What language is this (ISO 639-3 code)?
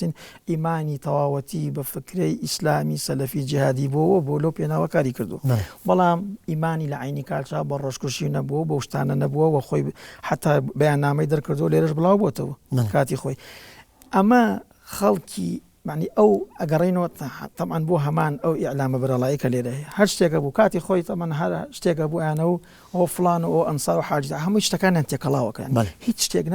ckb